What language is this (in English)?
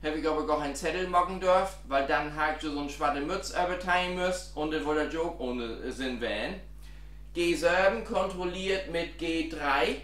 Low German